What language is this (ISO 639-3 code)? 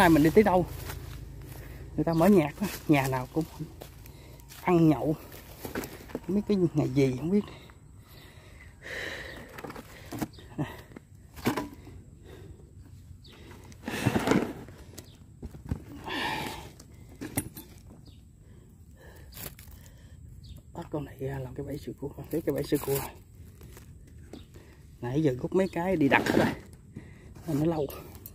vie